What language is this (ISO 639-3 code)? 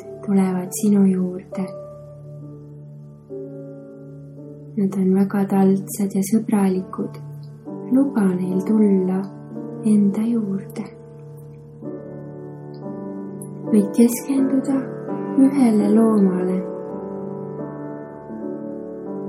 est